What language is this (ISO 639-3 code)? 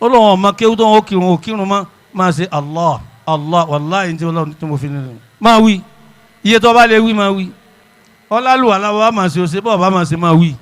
yor